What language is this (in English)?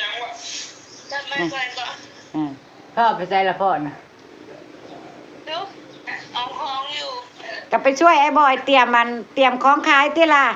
Northeastern Thai